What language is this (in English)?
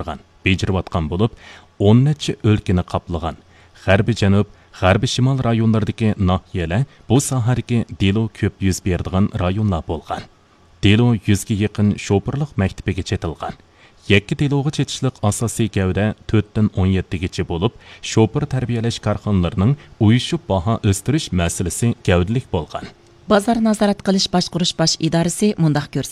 Uyghur